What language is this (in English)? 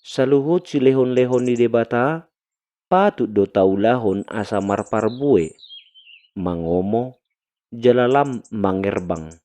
Batak Toba